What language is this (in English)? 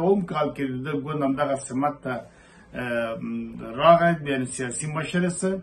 Pashto